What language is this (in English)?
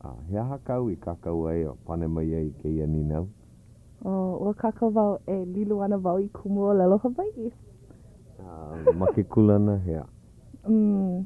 Hawaiian